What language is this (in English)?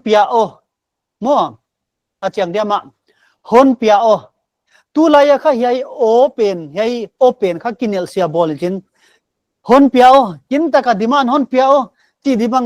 Paite Chin